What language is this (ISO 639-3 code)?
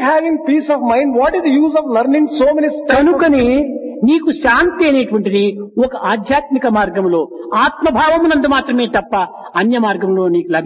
tel